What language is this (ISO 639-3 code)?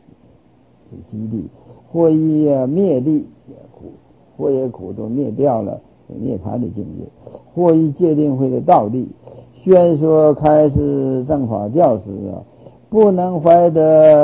zho